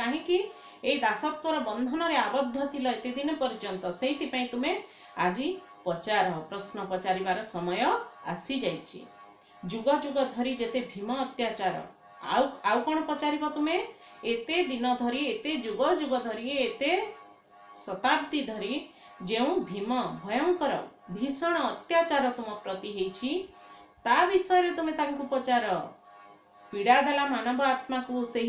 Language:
Odia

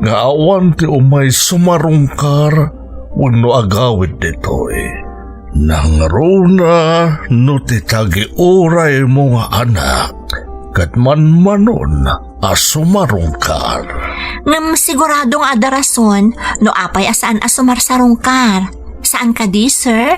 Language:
Iloko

